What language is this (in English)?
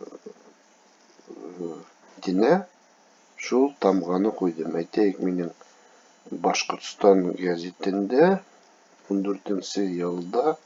Bashkir